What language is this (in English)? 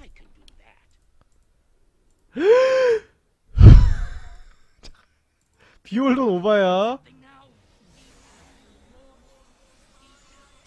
Korean